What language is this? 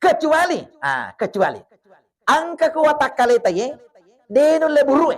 Buginese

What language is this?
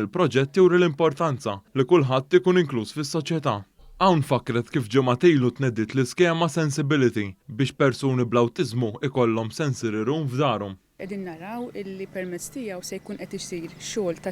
Maltese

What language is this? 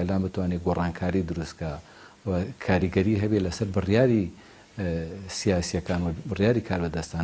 Central Kurdish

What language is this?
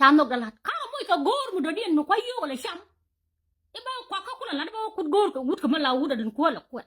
Nuer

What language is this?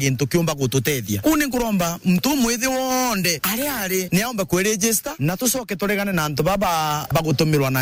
Meru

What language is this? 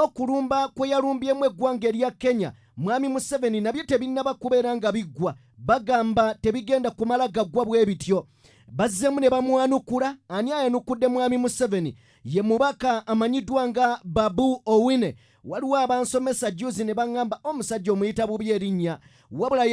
Ganda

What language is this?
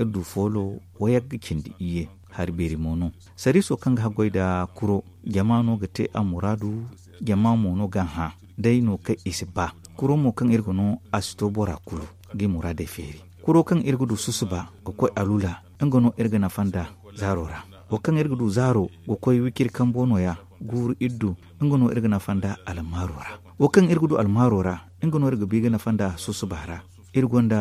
Zarma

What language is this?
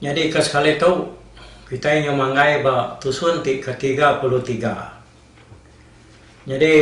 Iban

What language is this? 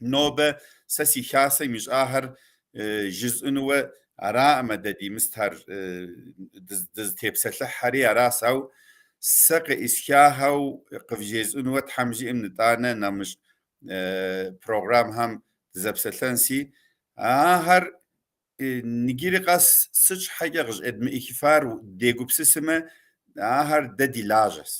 Kabardian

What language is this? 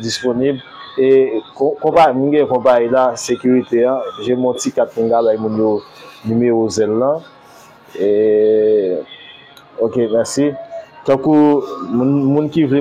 Haitian Creole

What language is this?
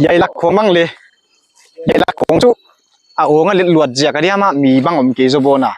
Paite Chin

